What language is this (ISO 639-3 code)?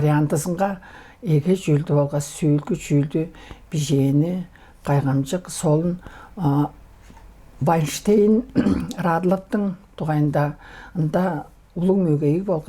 tyv